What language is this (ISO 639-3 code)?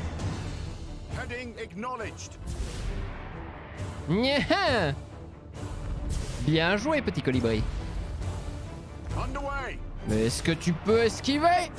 fra